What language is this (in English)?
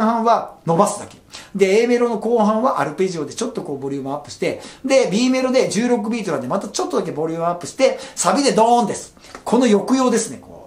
Japanese